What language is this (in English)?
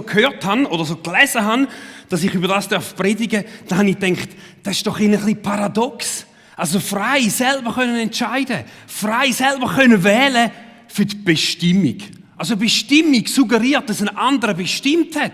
Swiss German